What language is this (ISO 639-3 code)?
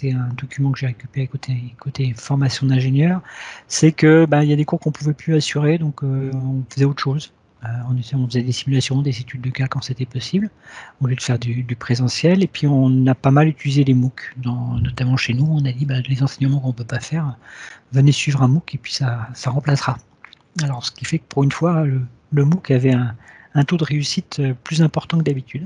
fra